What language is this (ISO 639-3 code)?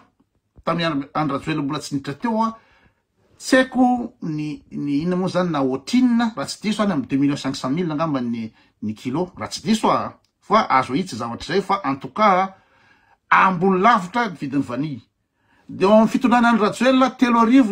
mlg